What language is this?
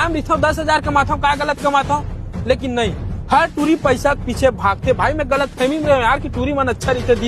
Chhattisgarhi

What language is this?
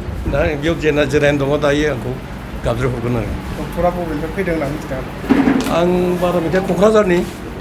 Bodo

